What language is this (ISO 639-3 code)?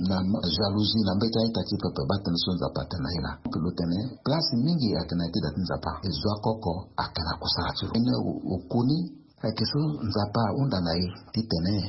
sag